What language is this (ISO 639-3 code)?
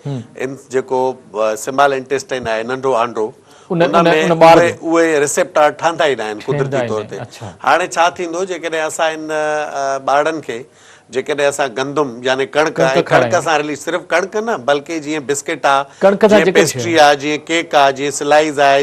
snd